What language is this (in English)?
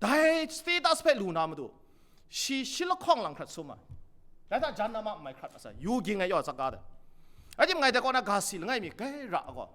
Kachin